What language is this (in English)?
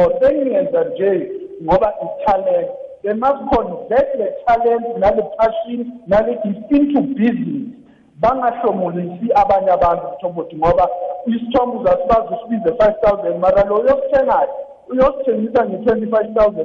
South Ndebele